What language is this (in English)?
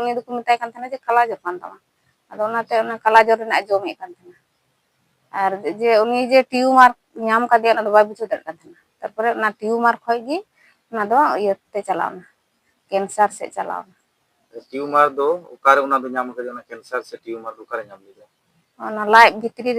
Santali